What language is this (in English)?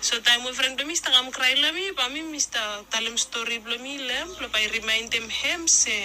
Bislama